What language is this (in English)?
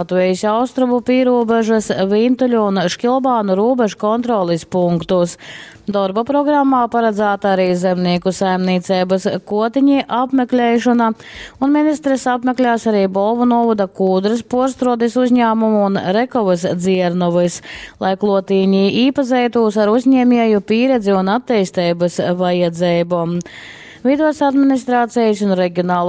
Latgalian